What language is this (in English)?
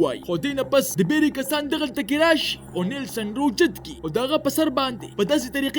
Pashto